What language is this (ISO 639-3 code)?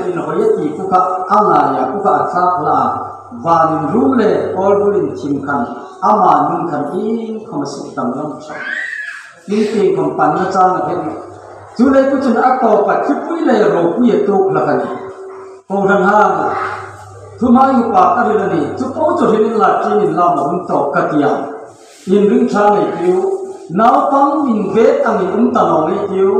hmr